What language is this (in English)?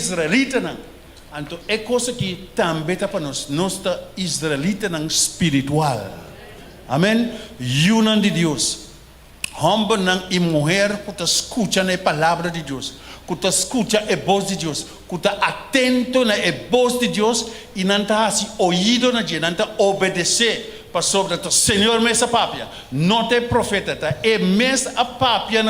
Papiamento